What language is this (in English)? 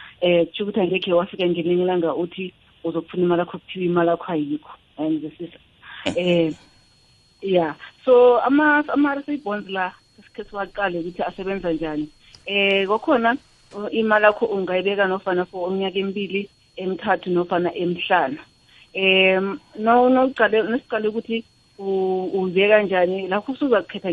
South Ndebele